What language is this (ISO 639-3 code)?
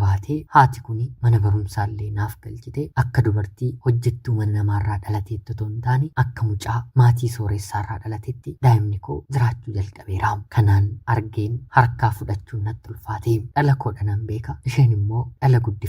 orm